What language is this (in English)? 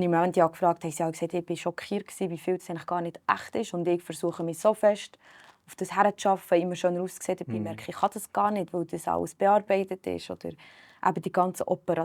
Swiss German